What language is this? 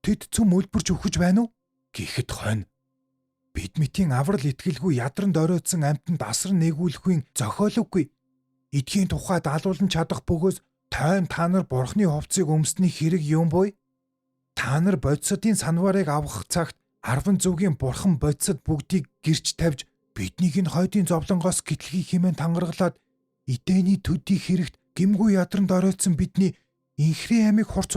Mongolian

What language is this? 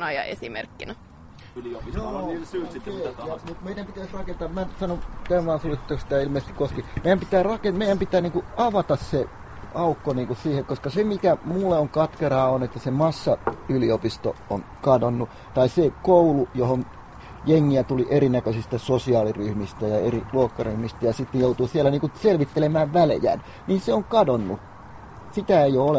Finnish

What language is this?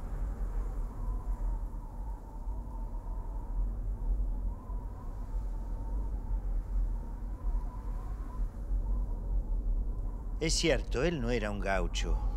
Spanish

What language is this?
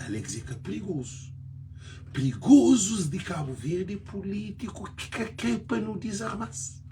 Kabuverdianu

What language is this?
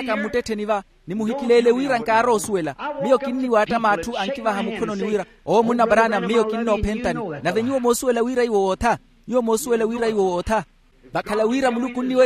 Makhuwa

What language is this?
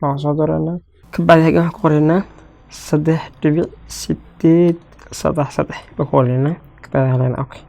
Somali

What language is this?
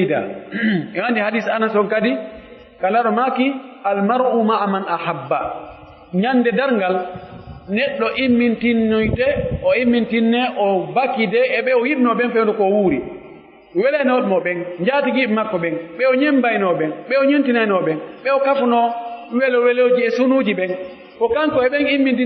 Pular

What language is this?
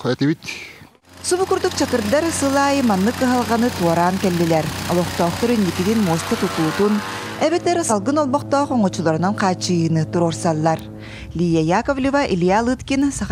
Yakut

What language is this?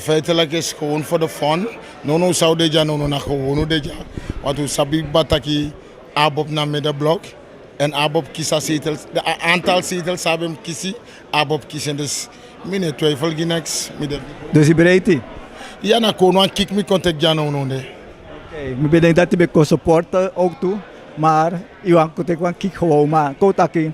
Sranan Tongo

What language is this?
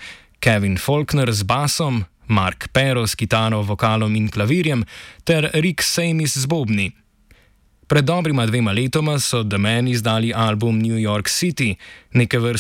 Slovenian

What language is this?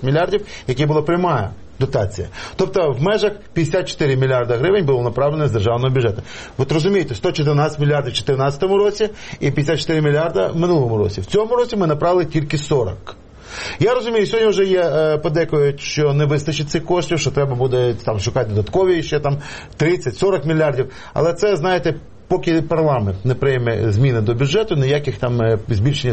Ukrainian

